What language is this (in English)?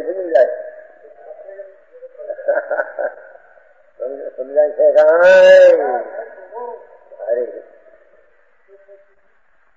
Gujarati